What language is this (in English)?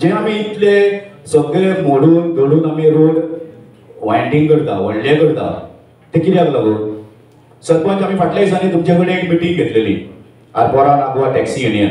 Konkani